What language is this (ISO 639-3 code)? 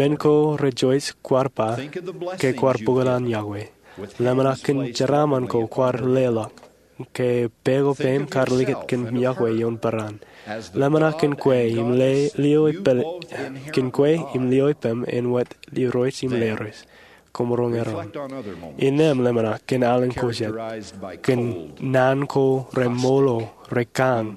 mah